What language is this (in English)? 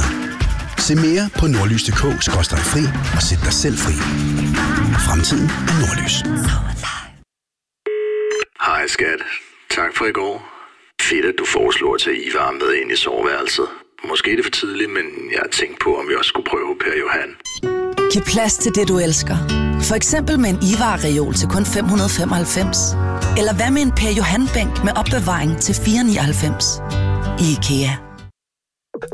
Danish